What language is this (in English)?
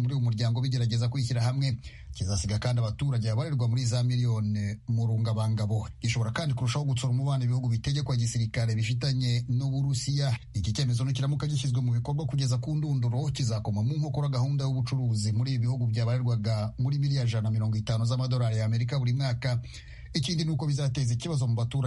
Kinyarwanda